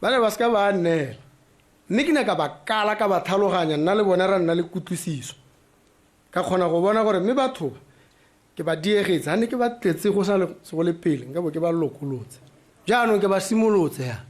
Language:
Tswana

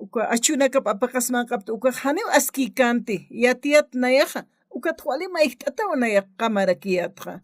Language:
Aymara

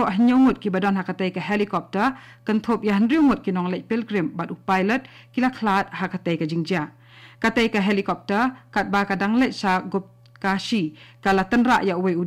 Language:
Khasi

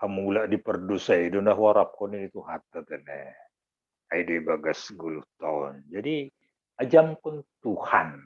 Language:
Batak Simalungun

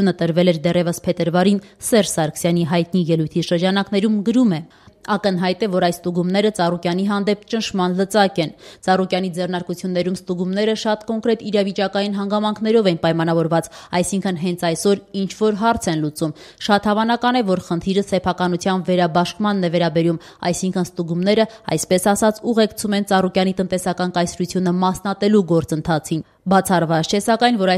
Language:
Armenian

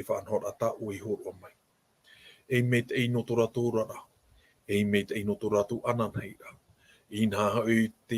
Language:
Tahitian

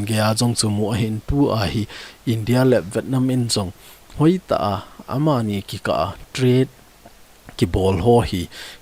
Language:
Thado Chin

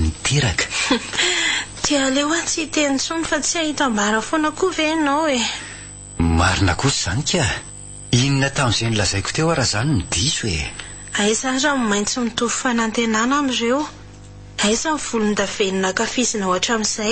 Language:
Malagasy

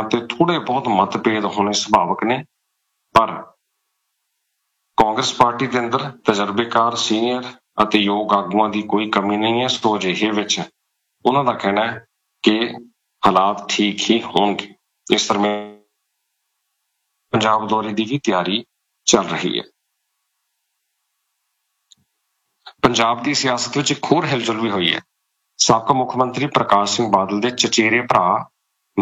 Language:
Punjabi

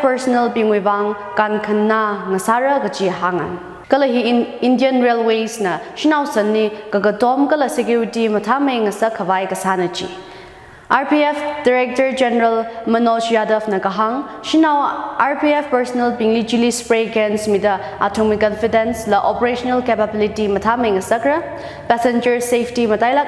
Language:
Tangkhul Naga (India)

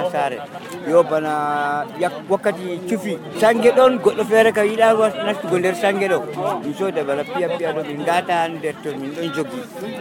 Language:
Nigerian Fulfulde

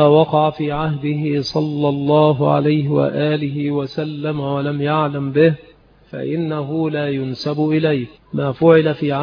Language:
Arabic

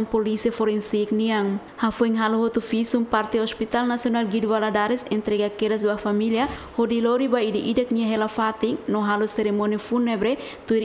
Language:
Tetum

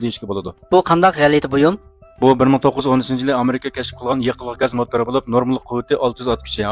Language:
Uyghur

